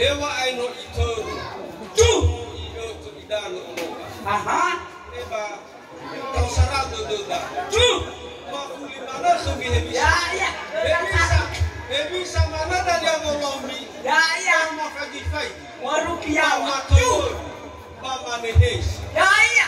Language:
Nias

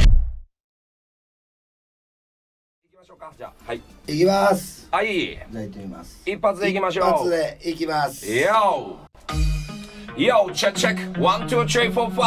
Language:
Japanese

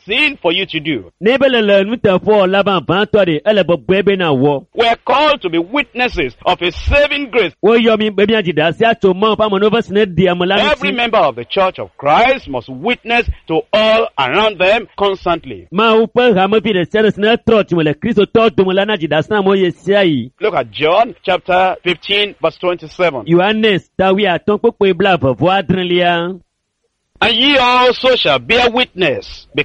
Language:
Ewe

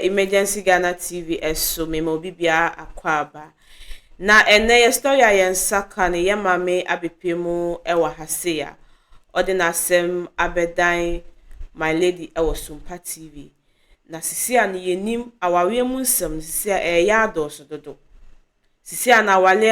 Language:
Akan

